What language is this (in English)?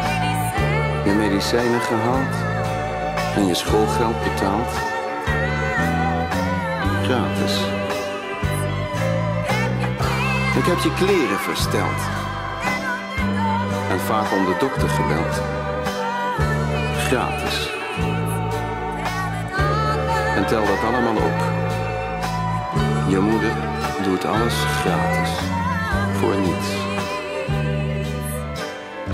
Dutch